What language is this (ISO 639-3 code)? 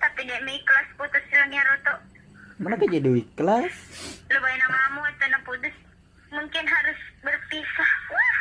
bug